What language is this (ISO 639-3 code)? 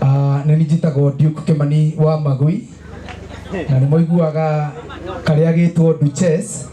kik